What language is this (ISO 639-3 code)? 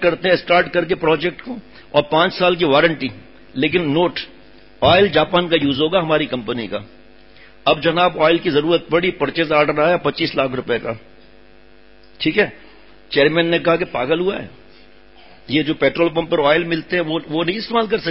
urd